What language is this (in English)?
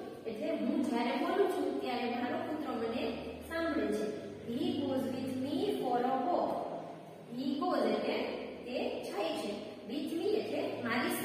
Gujarati